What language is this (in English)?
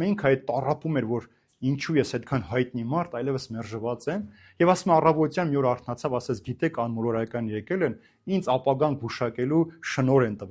Armenian